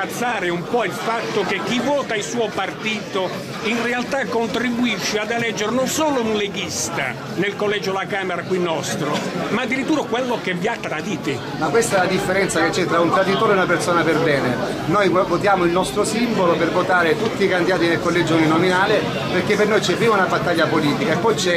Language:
Italian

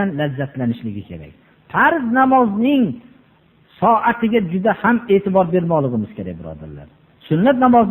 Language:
Uzbek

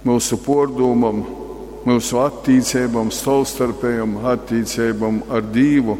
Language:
Latgalian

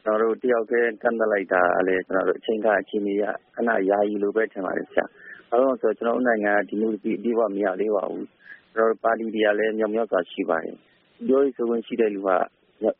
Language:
Burmese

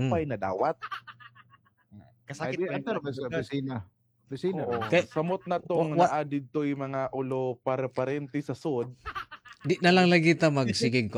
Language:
Cebuano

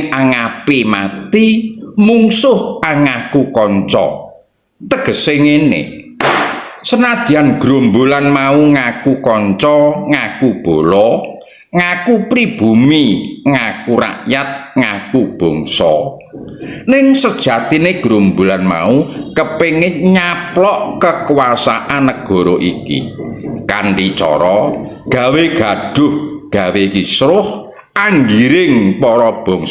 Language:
Javanese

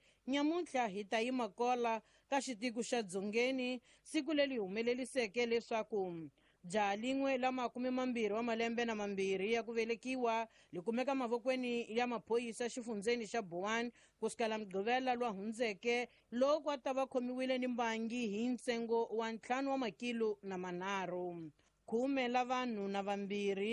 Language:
Tsonga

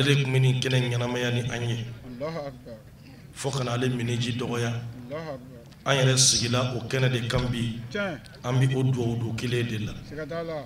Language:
Bambara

